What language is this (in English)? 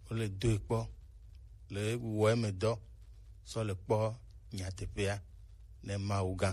Gen